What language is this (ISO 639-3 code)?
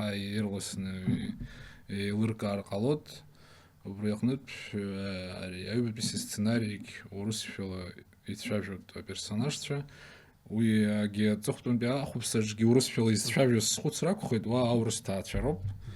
abk